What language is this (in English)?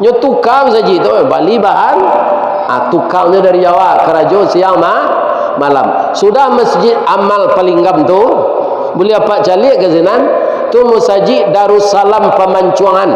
Minangkabau